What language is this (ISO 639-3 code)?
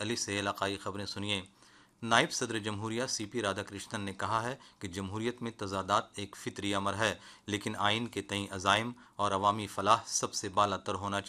urd